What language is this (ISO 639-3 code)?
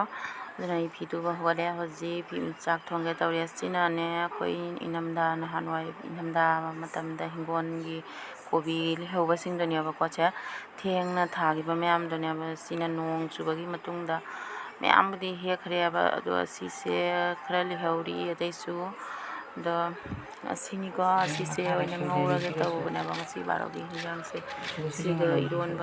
mni